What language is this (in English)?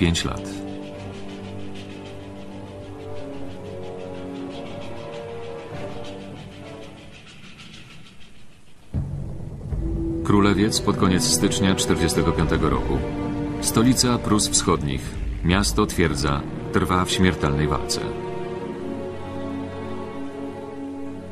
Polish